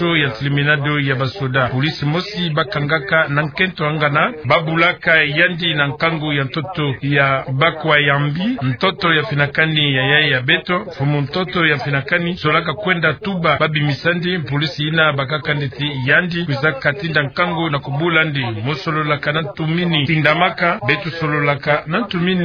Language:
Kituba (Democratic Republic of Congo)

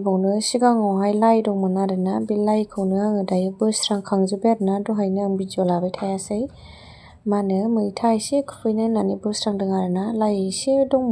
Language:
Bodo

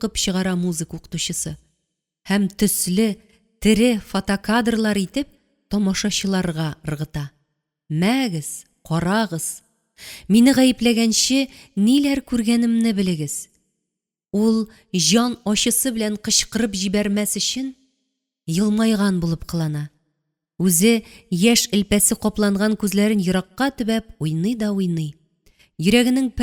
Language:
Tatar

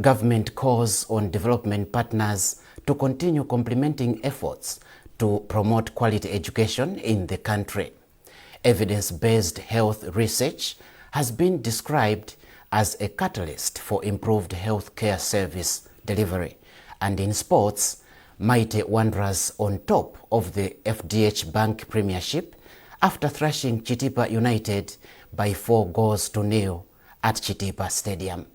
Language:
English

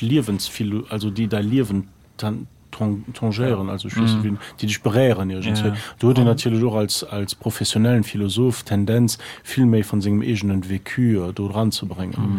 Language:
Luxembourgish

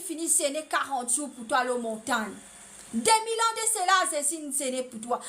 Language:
Morisyen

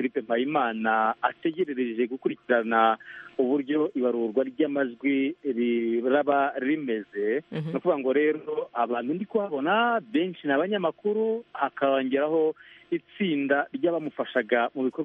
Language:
Kinyarwanda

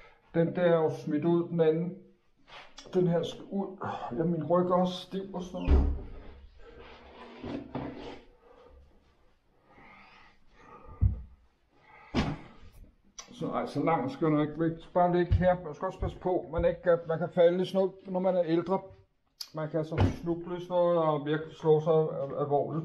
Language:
Danish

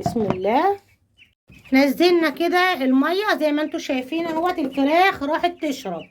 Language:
Egyptian Arabic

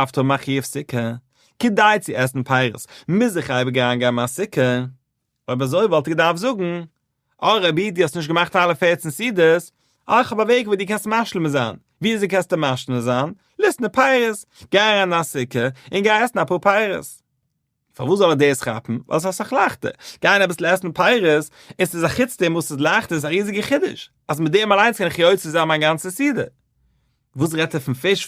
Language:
Yiddish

